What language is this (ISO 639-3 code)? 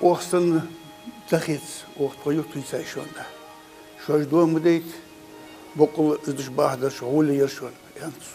inh